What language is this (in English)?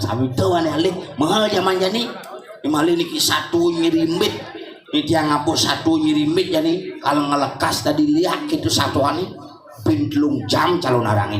Balinese